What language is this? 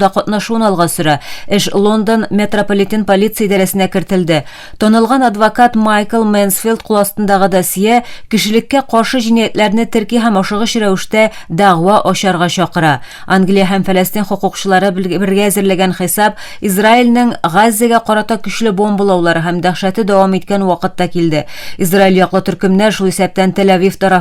Tatar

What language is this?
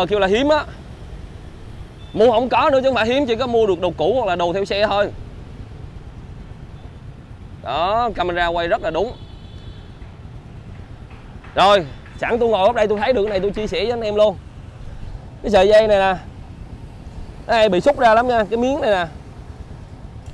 Vietnamese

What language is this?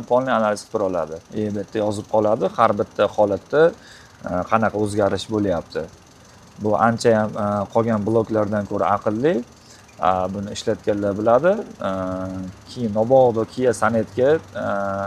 Uzbek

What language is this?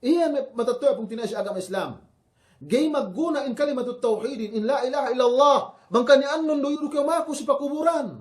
Yakan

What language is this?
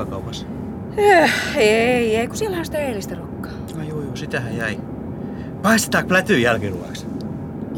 Finnish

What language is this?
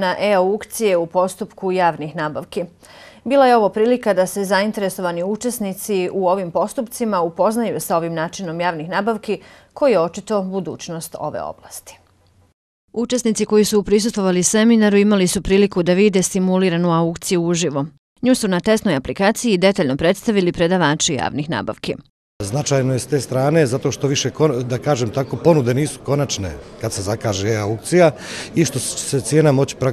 Bosnian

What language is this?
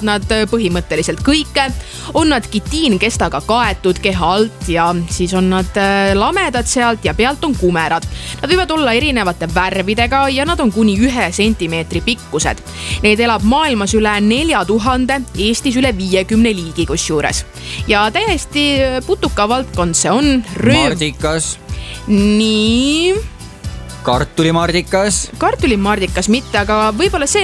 Estonian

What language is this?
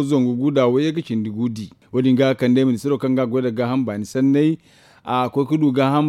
Zarma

